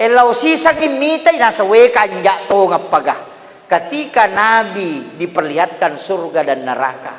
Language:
Buginese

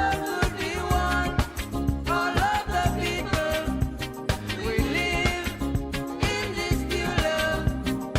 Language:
Morisyen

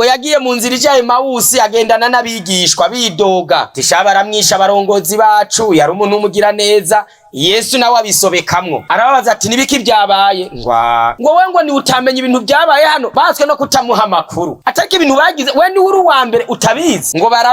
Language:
Rundi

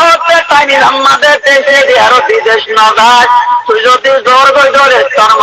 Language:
Rohingya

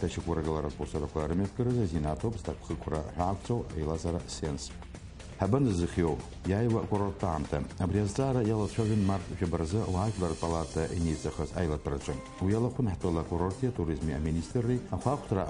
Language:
Abkhazian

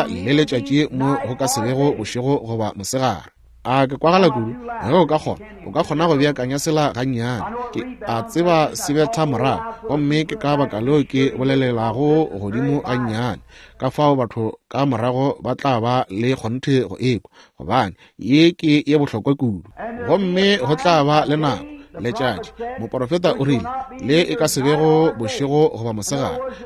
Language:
Northern Sotho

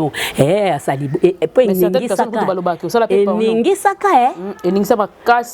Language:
Lingala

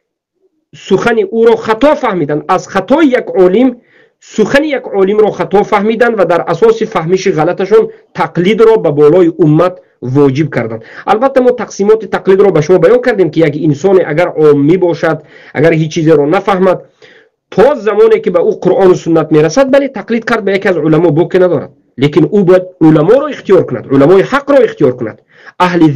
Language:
Tajik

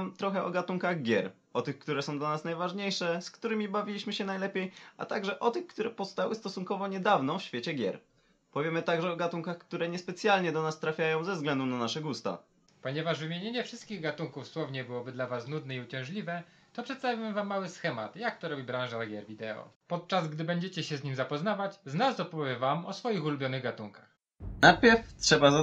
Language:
Polish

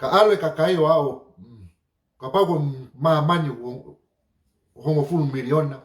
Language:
Tongan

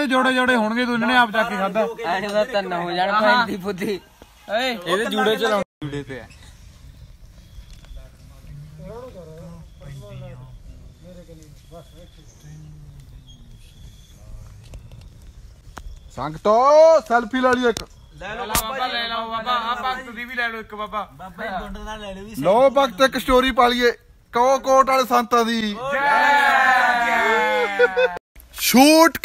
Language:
Punjabi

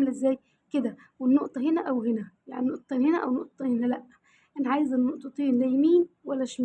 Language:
Egyptian Arabic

